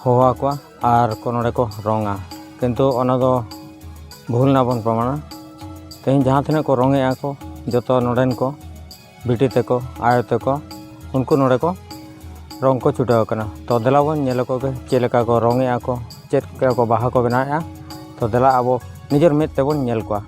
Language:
Santali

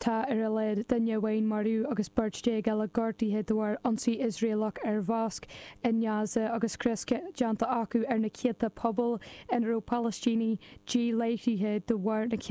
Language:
Irish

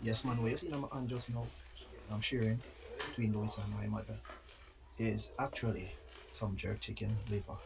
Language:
Jamaican Creole English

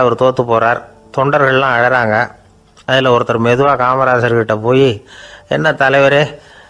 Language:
Tamil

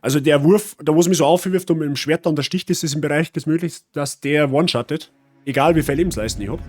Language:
Bavarian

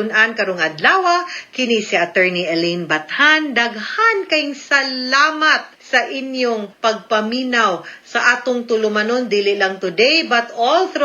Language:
Cebuano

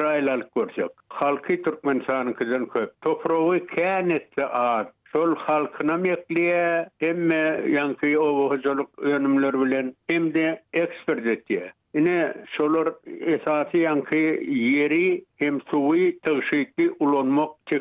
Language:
Turkmen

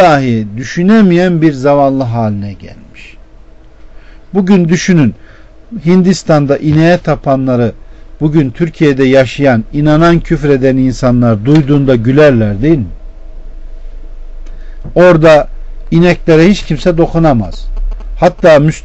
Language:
Turkish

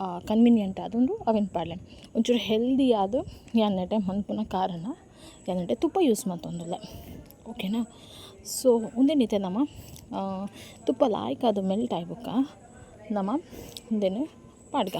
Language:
Tulu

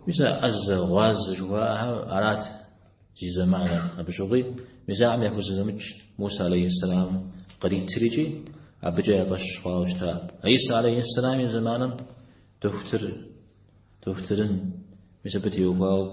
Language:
Kabardian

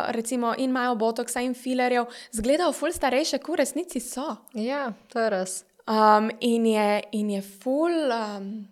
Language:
Slovenian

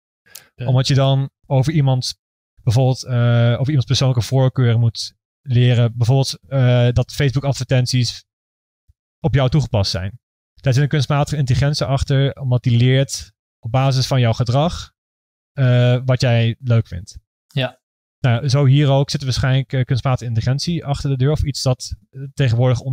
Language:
Dutch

